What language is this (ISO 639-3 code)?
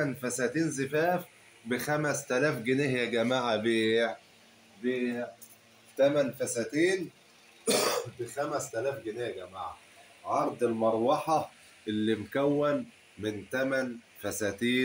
arz